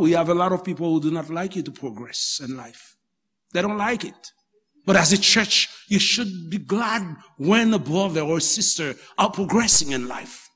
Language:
Haitian Creole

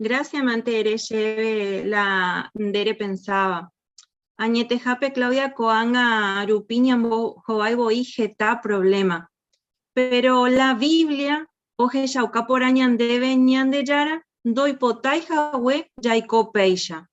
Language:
Guarani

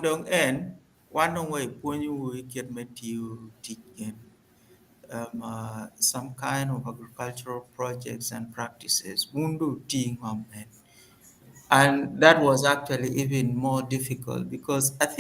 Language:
Acoli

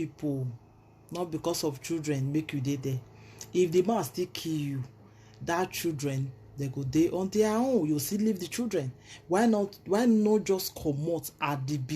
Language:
Nigerian Pidgin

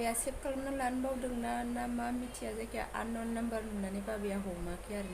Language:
Bodo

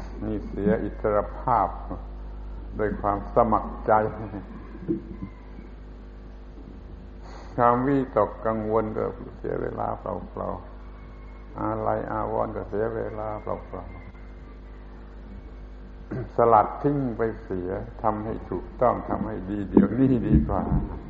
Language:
Thai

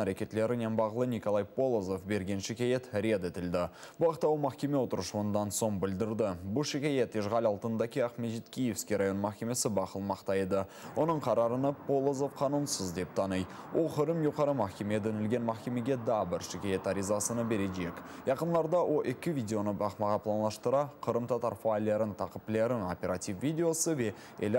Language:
Crimean Tatar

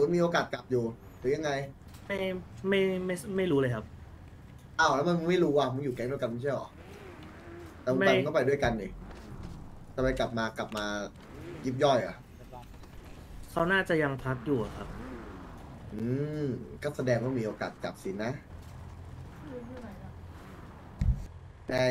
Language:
Thai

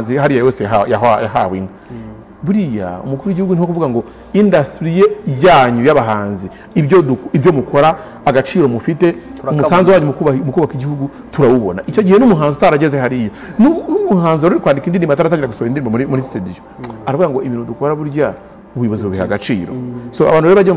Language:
Kinyarwanda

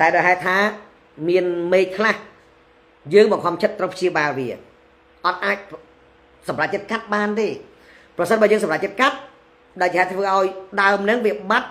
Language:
Khmer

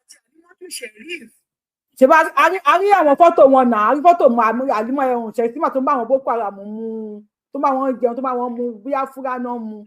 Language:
Yoruba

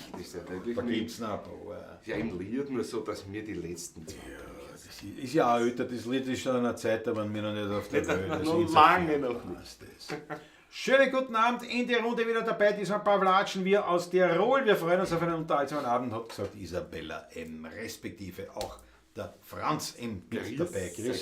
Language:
Bavarian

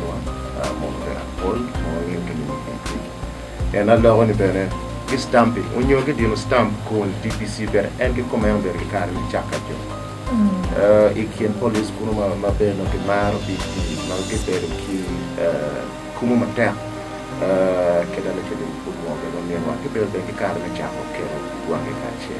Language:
Acoli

